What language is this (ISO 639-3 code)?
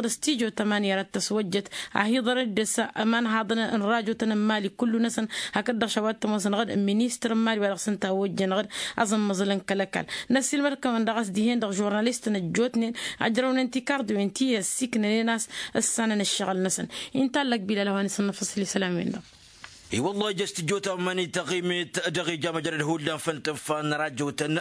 taq